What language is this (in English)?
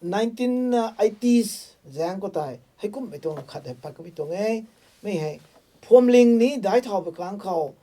Rongmei Naga